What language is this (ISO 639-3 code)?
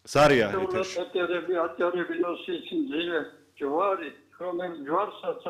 kat